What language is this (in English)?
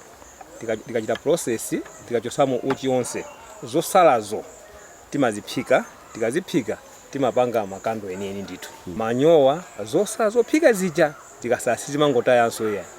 Nyanja